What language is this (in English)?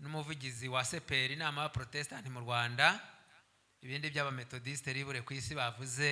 Kinyarwanda